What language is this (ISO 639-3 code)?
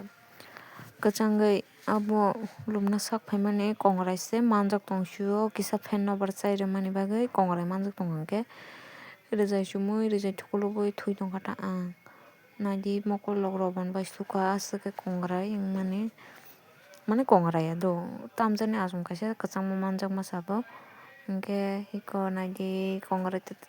trp